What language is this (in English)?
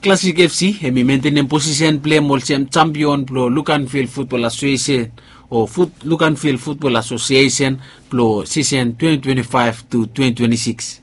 Bislama